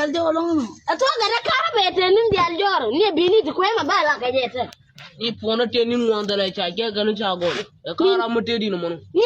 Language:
Nuer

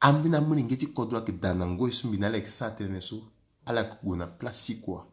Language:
Sango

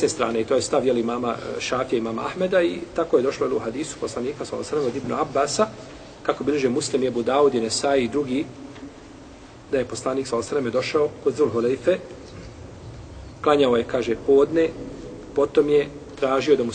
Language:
Bosnian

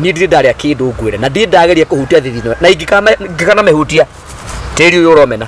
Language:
Kikuyu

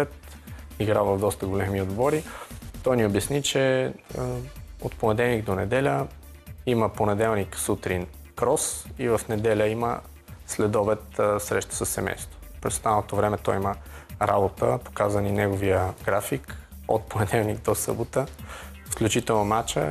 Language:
Bulgarian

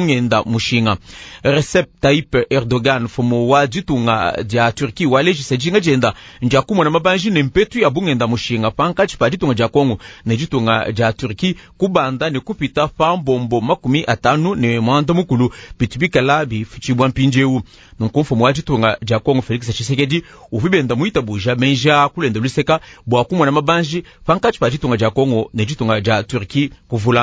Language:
Luba-Lulua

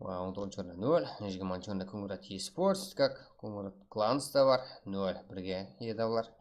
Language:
Kara-Kalpak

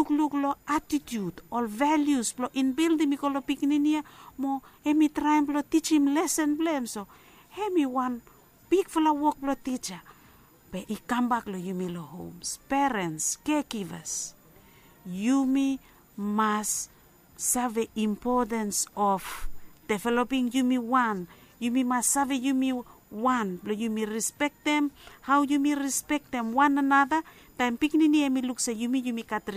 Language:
Bislama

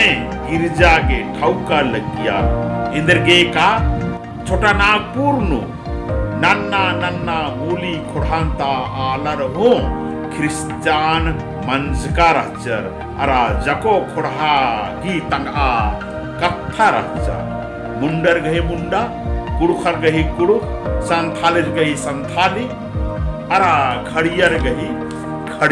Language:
Kurukh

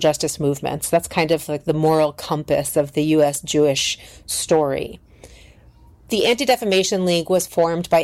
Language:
English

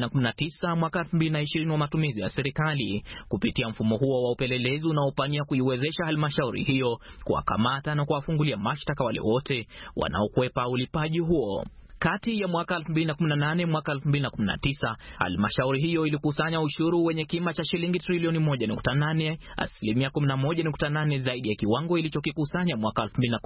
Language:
Swahili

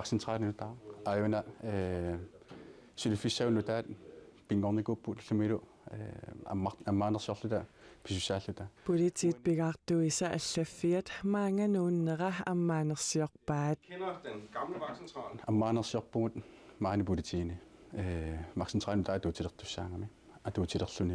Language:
Kalaallisut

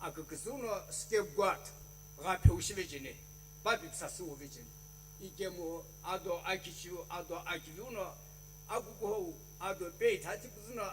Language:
Sumi Naga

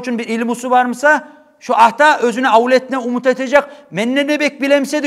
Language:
Kumyk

